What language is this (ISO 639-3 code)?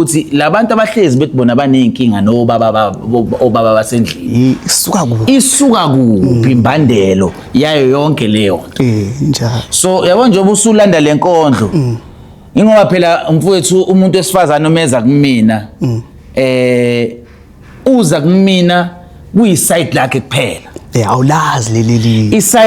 zul